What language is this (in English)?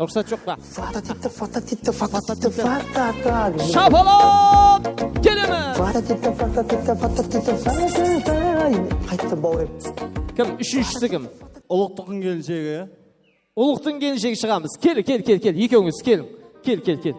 Kara-Kalpak